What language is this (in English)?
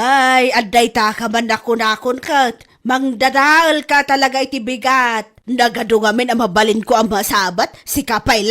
Iloko